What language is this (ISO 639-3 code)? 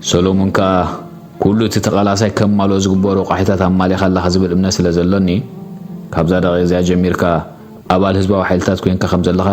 tir